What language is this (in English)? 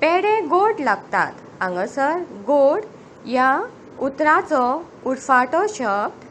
Konkani